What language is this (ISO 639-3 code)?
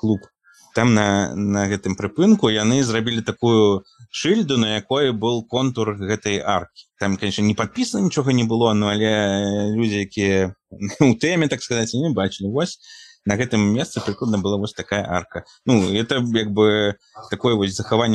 bel